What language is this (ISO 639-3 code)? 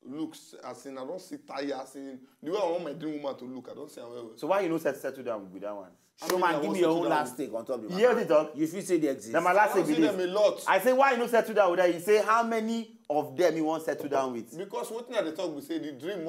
pcm